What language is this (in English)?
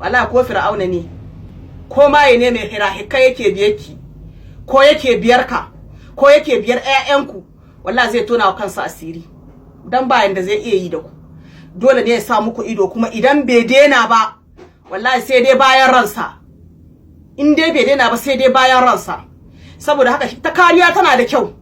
Hausa